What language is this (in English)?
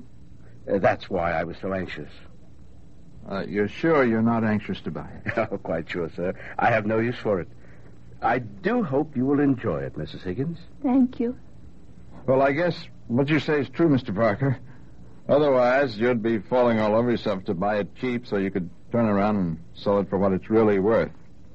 English